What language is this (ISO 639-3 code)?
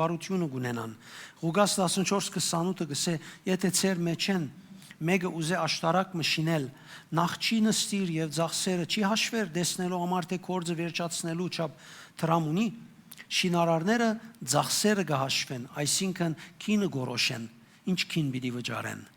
hyw